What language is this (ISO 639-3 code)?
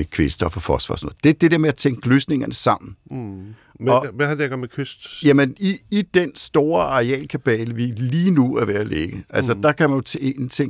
dan